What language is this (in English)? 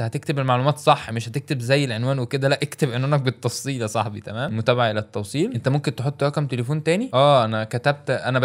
Egyptian Arabic